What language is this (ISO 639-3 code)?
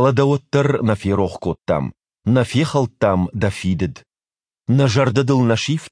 oss